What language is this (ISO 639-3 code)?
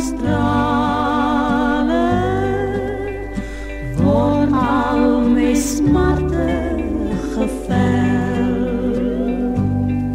afr